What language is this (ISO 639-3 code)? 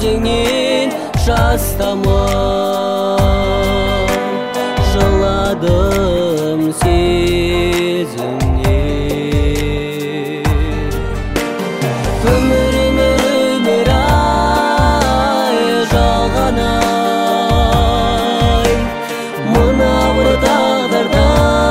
kaz